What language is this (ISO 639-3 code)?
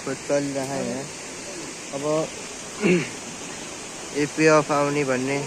nep